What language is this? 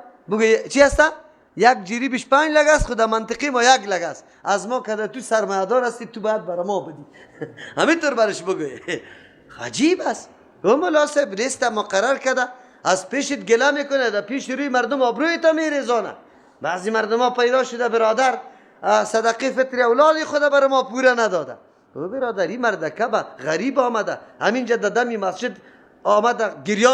Persian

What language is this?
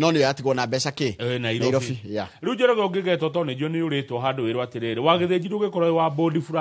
Kikuyu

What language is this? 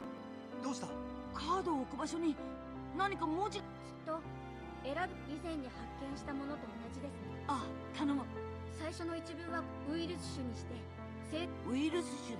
Japanese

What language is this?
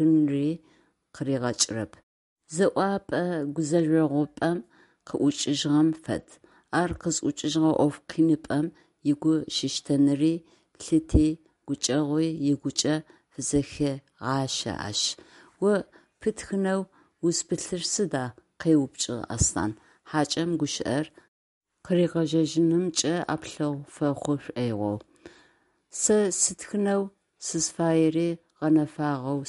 Adyghe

